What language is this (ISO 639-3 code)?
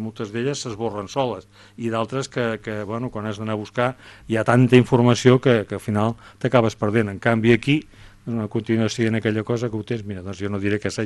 cat